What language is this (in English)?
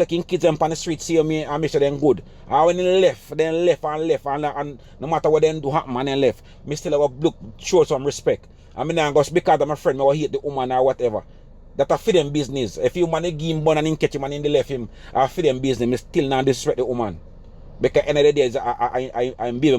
Jamaican Creole English